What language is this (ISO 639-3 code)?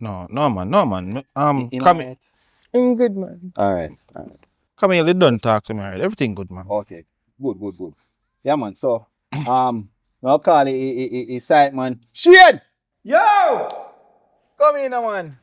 jam